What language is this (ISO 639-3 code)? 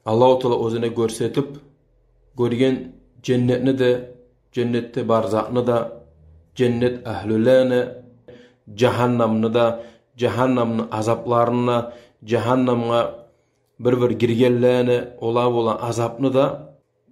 kum